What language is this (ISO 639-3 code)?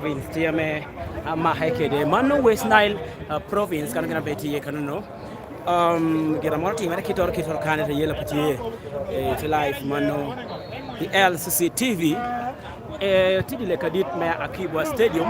laj